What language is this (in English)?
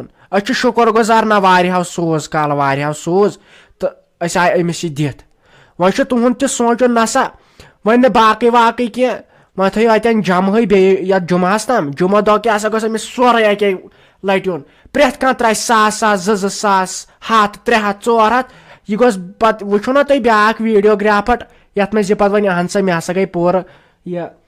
Kashmiri